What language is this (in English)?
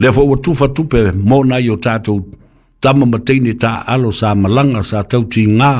Samoan